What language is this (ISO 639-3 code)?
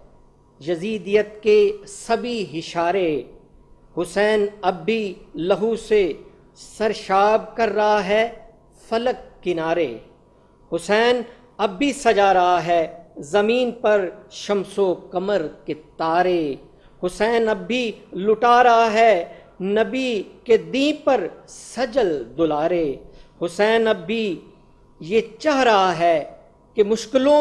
urd